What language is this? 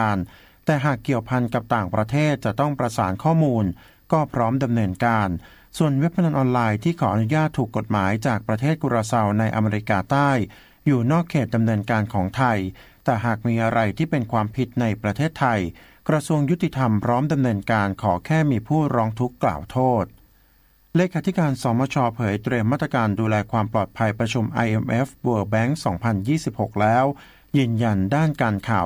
Thai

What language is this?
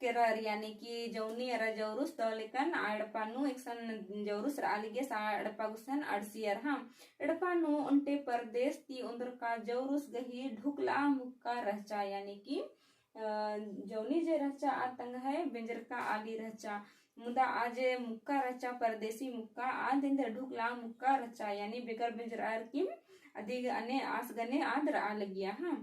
Kurukh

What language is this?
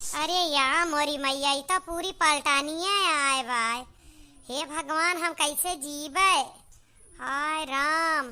Awadhi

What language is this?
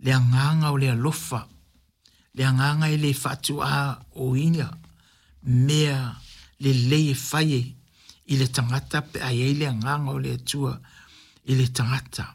Samoan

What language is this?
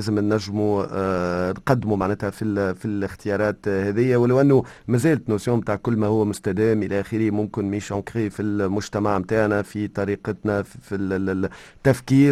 Tunisian Arabic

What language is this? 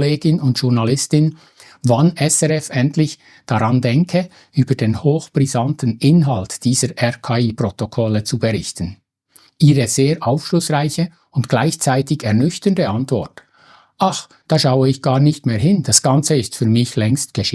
Swiss German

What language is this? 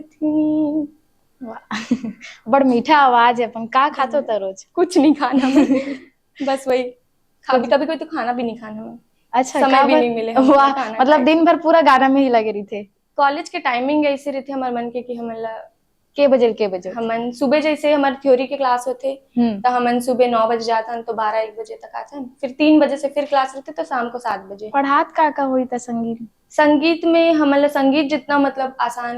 Chhattisgarhi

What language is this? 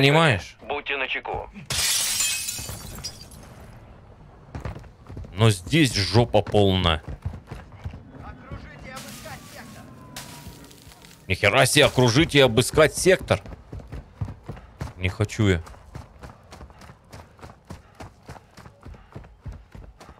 Russian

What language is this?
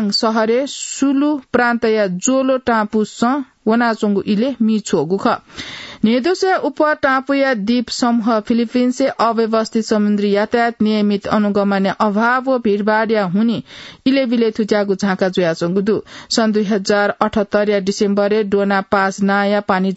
Newari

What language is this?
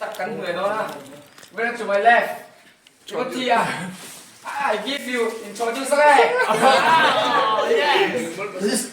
Mizo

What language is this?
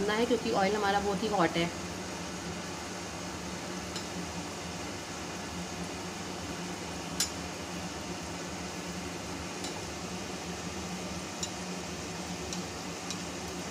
Hindi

